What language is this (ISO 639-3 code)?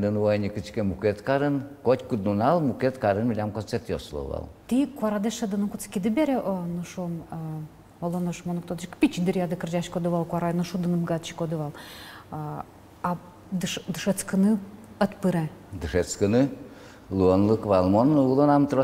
udm